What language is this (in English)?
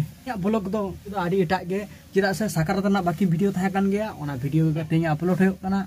Santali